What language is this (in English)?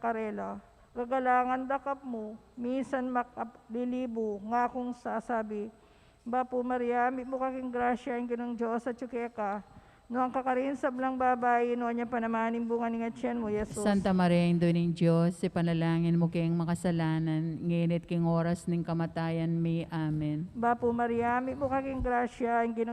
Pampanga